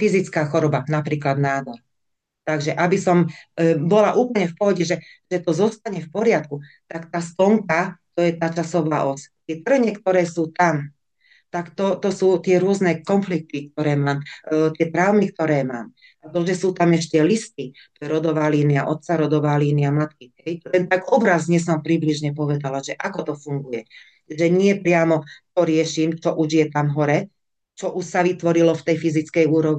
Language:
Slovak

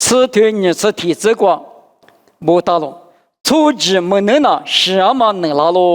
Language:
Lisu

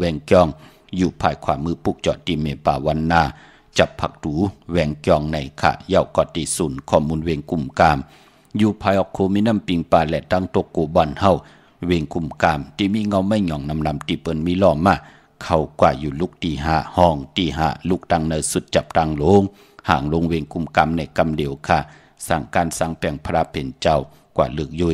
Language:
Shan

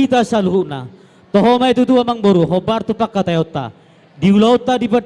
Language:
Batak Toba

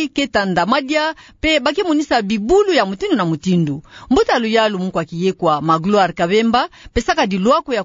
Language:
Kituba (Democratic Republic of Congo)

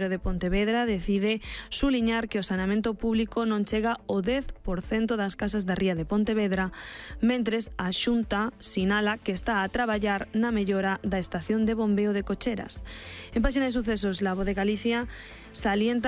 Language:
Galician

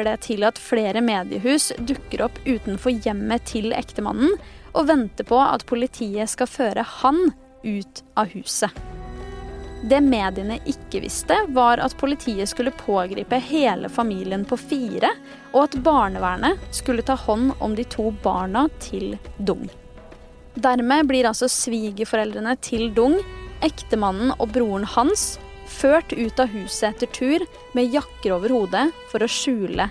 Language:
Norwegian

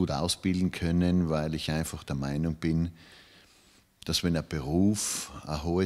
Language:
German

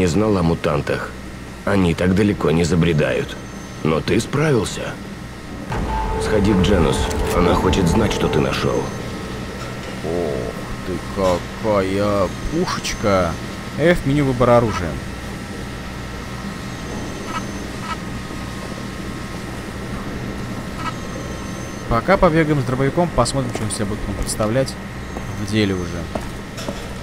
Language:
Russian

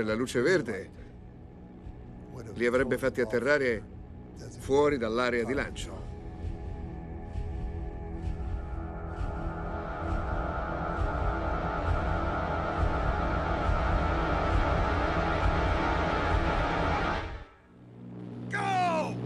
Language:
Italian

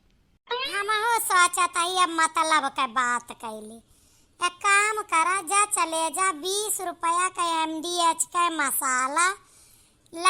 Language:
Awadhi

